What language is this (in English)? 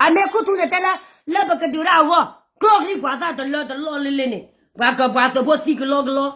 S'gaw Karen